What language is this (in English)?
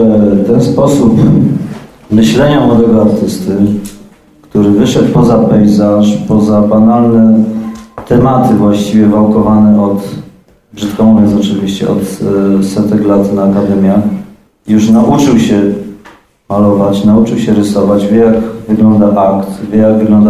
Polish